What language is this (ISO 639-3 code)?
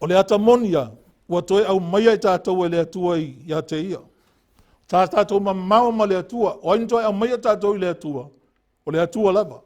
smo